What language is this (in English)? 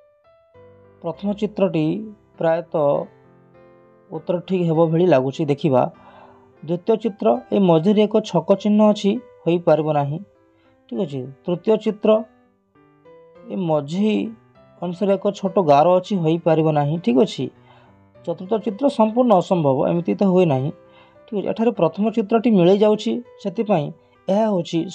Odia